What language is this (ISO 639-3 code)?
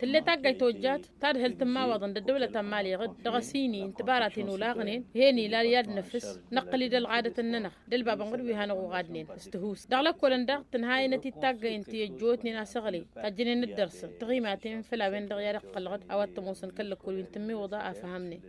taq